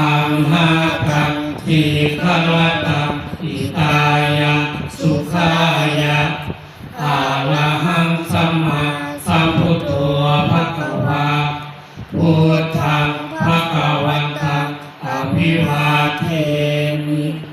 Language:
Pali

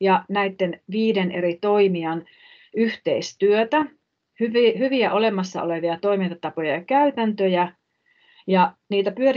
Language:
Finnish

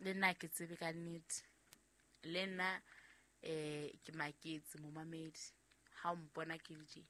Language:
Southern Sotho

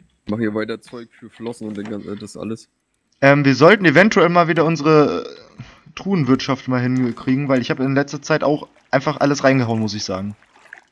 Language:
German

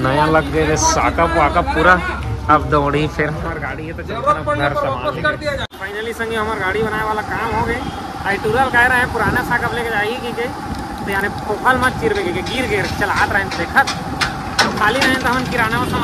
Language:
Chhattisgarhi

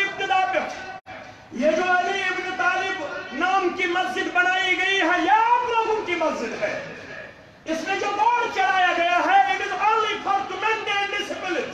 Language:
Urdu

